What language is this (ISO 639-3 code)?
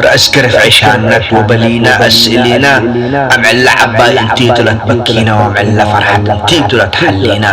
tir